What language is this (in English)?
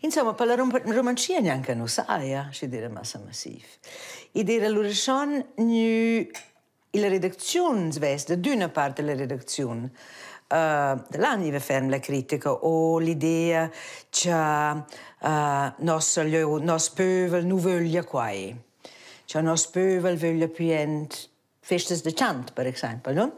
Romansh